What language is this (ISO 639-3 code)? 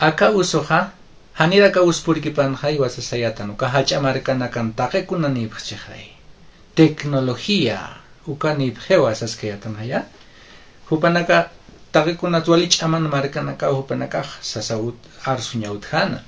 aym